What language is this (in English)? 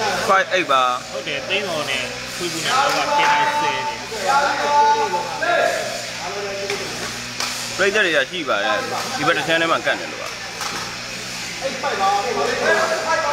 Burmese